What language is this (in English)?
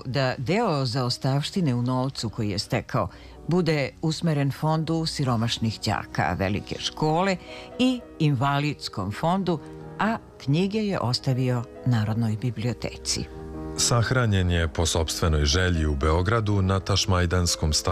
Serbian